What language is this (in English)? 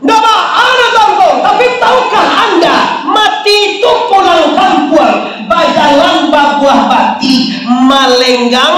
Minangkabau